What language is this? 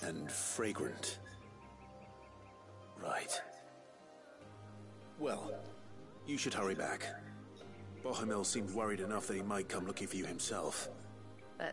English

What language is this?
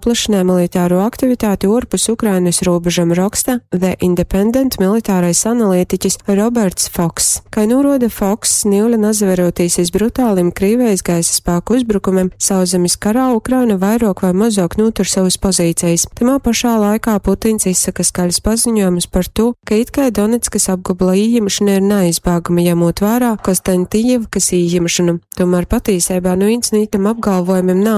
Latgalian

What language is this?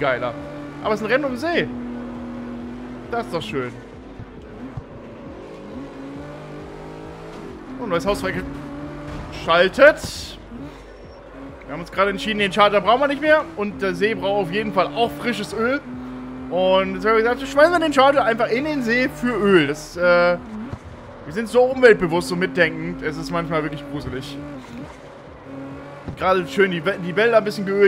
German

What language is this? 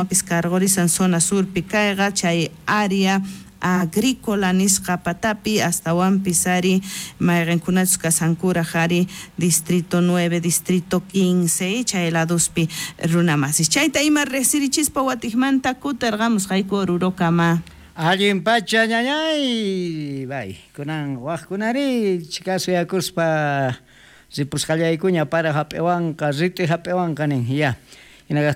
South Bolivian Quechua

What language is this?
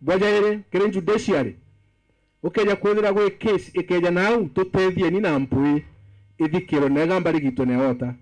Meru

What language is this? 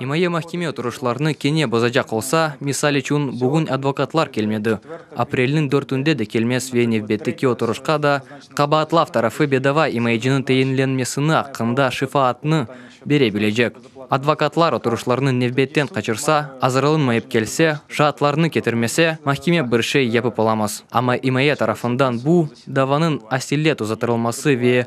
Crimean Tatar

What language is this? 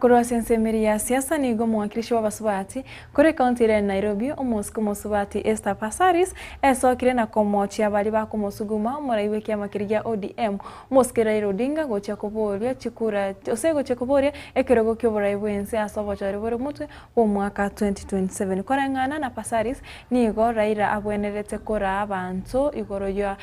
Gusii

